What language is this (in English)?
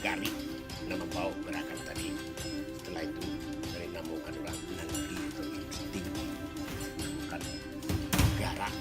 Minangkabau